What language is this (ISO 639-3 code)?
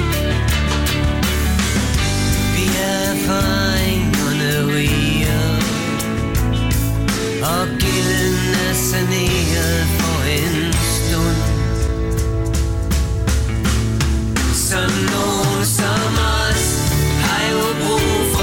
dan